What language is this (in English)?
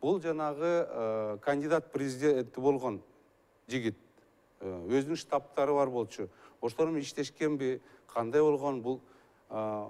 Kyrgyz